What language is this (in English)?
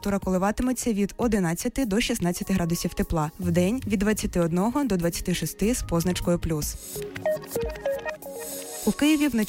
Ukrainian